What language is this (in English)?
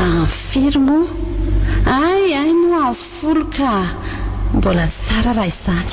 Malagasy